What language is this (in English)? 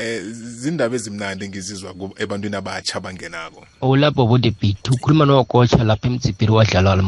South Ndebele